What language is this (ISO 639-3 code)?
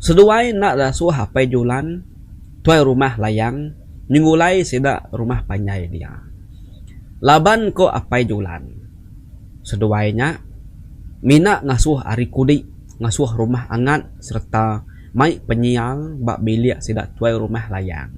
iba